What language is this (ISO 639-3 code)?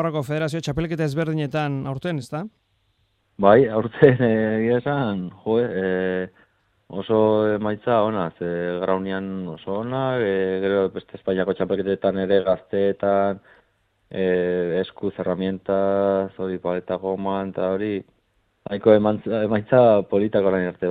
eus